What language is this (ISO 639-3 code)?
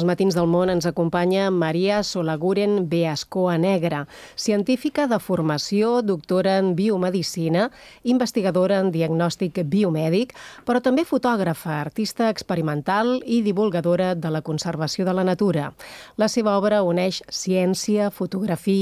cat